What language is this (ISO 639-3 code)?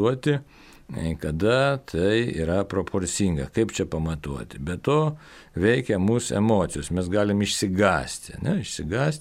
lit